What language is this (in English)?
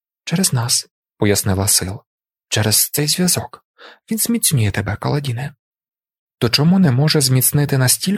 Ukrainian